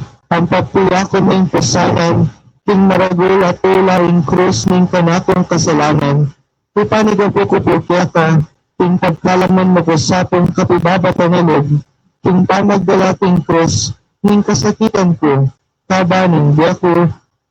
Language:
Pampanga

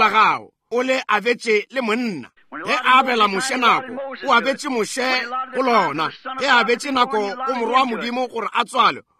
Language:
Northern Sotho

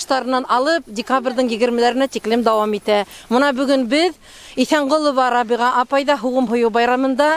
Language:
Bashkir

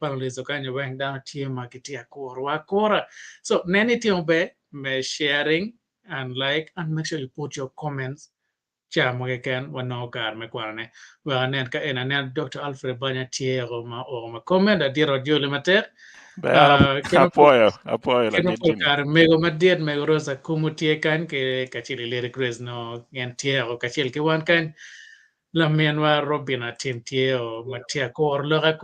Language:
Acoli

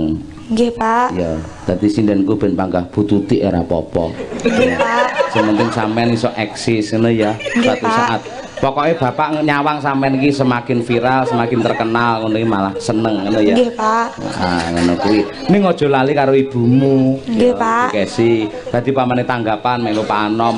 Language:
Javanese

